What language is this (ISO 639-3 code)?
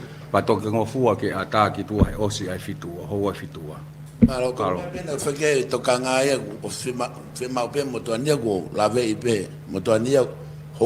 ton